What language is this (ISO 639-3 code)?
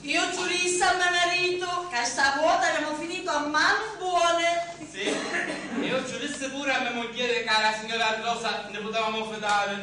scn